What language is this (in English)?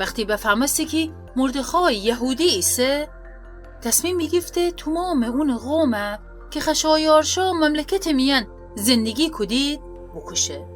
Gilaki